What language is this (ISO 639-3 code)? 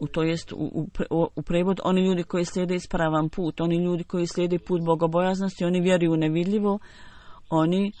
bos